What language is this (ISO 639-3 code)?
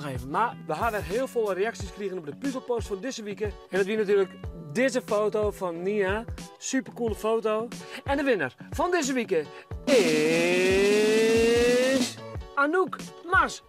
fry